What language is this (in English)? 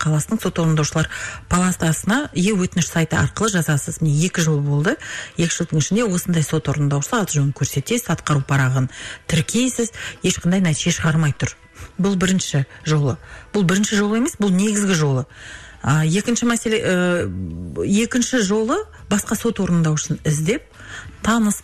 Kazakh